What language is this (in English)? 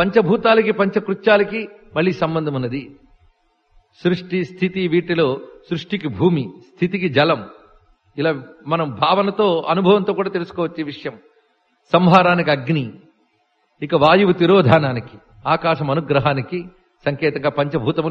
Telugu